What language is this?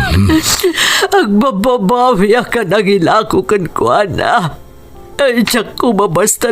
Iloko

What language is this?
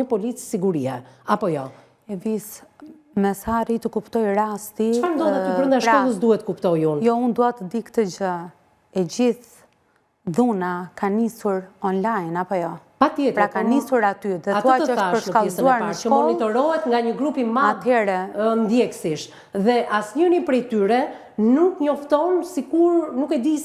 Albanian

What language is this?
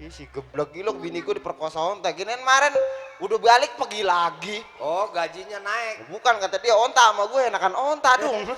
Betawi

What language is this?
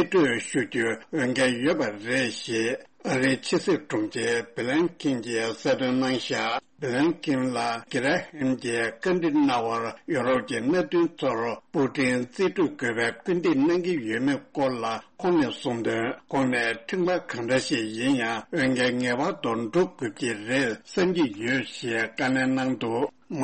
Tibetan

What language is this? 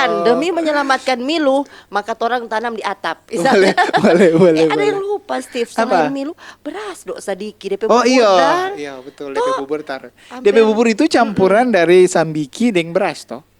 Manado Malay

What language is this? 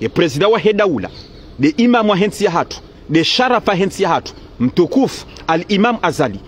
Ngazidja Comorian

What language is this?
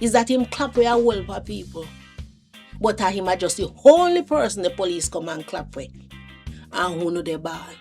Jamaican Creole English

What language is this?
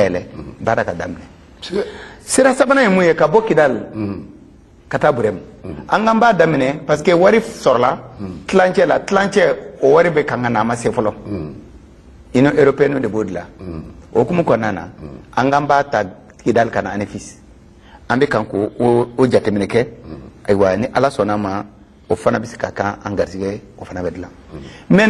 Bambara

